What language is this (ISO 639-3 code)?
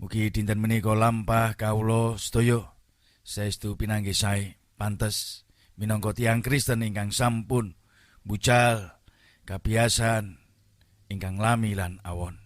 jav